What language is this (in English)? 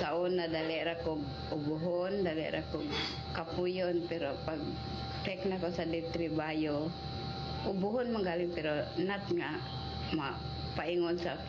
Cebuano